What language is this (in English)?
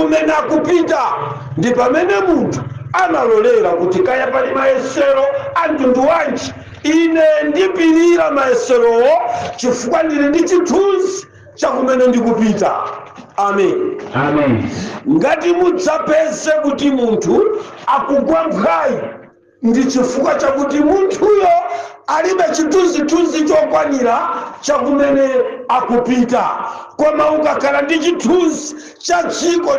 Nyanja